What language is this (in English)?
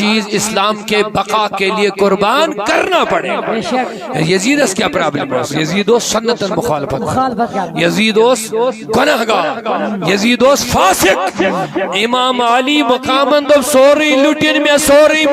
Kashmiri